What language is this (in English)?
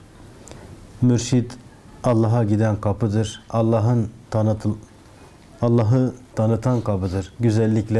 Turkish